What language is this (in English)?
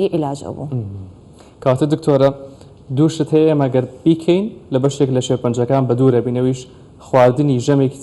Central Kurdish